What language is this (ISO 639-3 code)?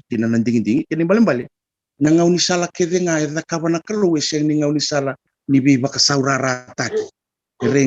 fij